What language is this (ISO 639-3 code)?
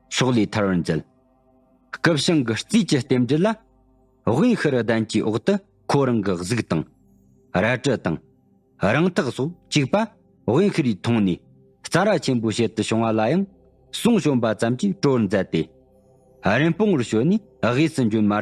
bod